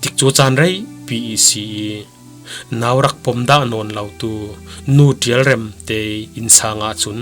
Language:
Falam Chin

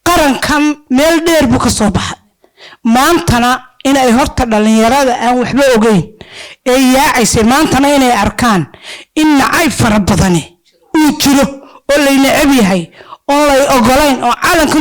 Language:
Somali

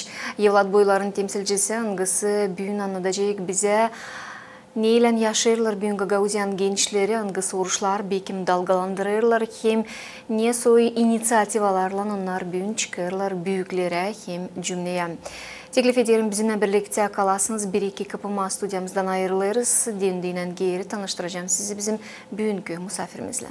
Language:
Gagauz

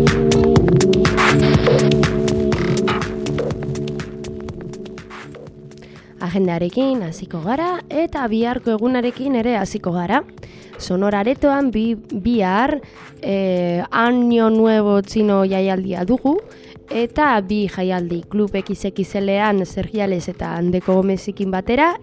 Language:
Basque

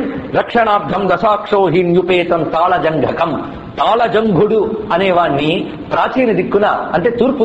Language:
Telugu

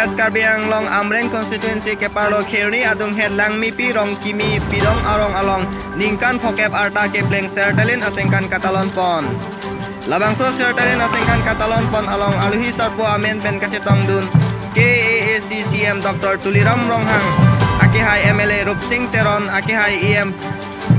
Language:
Karbi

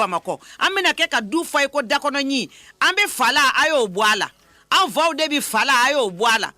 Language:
Bambara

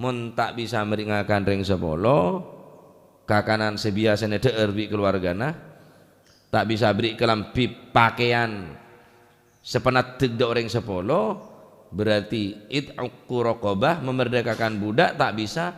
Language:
Madurese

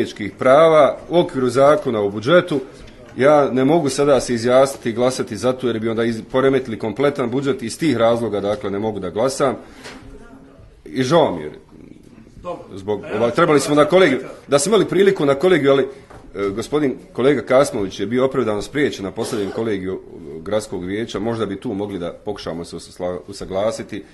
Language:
Bosnian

